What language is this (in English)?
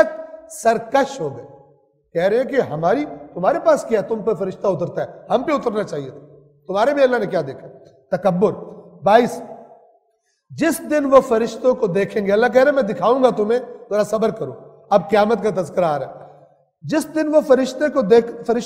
Urdu